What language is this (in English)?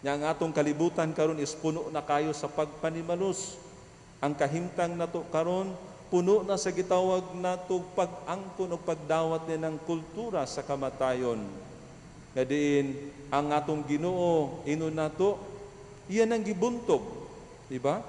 Cebuano